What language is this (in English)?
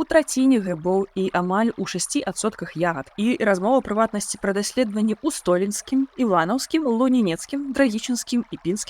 Belarusian